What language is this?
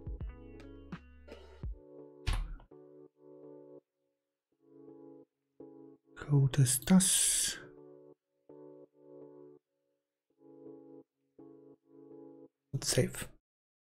German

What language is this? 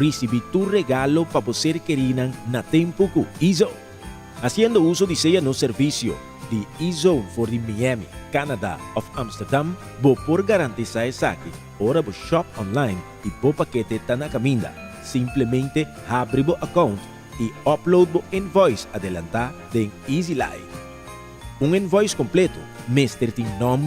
Papiamento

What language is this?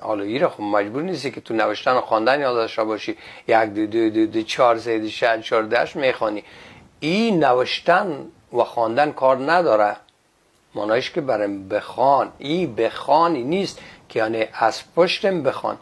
Persian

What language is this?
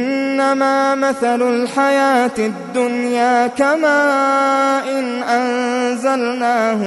Arabic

